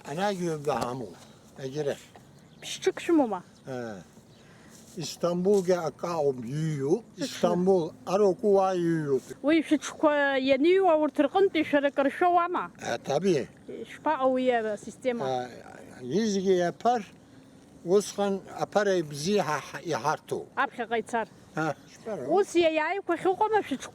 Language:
Abkhazian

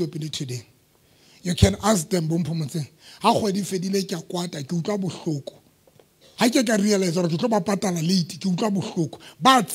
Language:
Southern Sotho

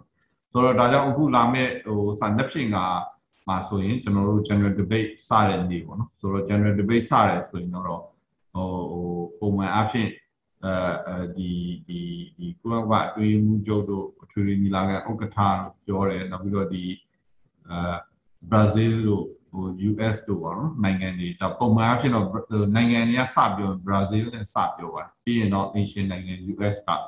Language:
Burmese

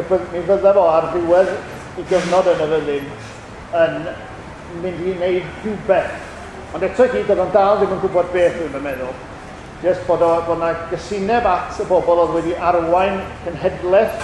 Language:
Welsh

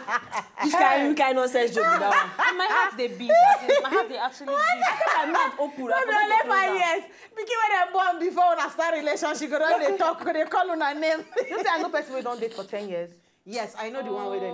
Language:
Nigerian Pidgin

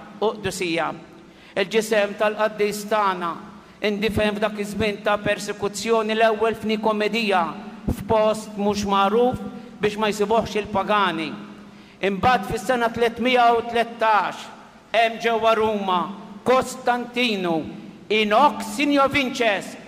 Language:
Maltese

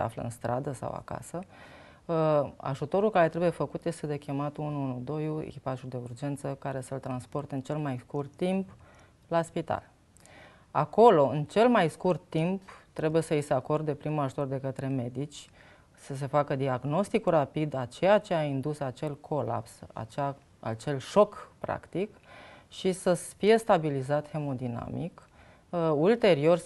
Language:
Romanian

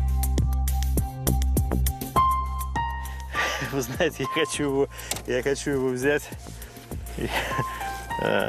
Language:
Russian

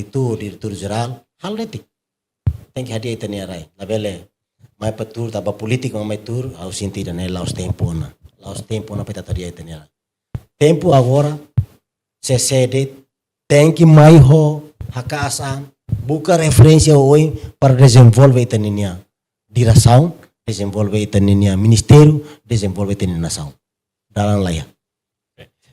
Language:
Tetum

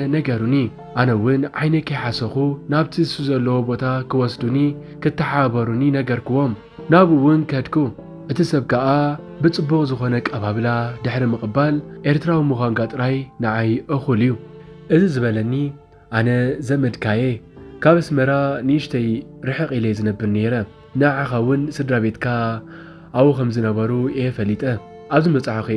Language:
Tigrinya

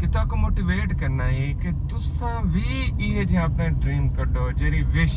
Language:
Saraiki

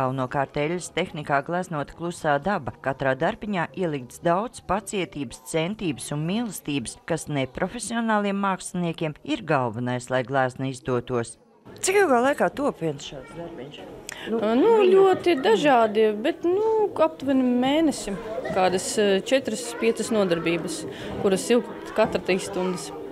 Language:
Latvian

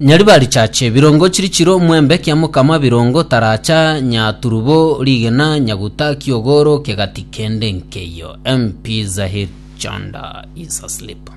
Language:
Gusii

